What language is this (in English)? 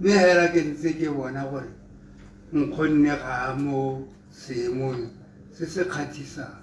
Tswana